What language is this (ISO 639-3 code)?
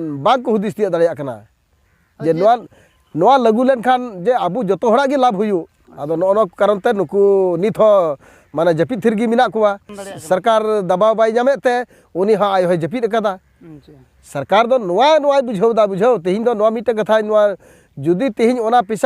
sat